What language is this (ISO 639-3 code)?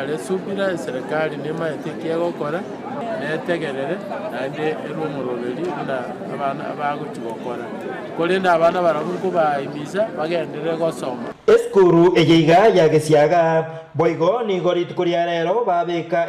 guz